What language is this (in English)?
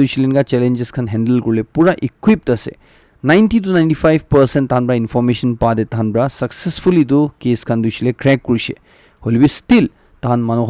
Naga Pidgin